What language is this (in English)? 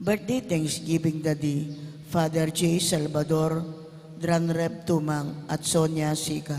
Pampanga